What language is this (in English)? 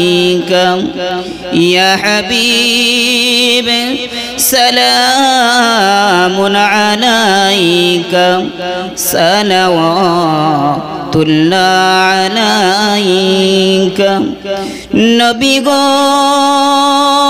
Bangla